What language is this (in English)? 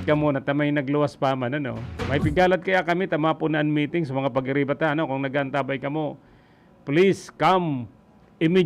Bikol